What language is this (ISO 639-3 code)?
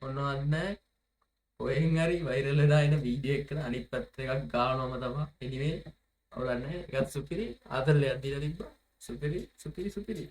sin